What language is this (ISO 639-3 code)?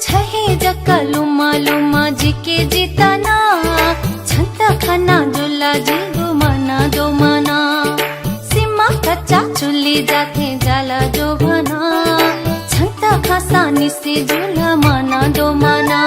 new